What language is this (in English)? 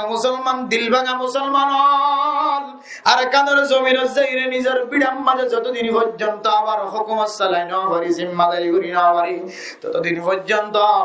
Rohingya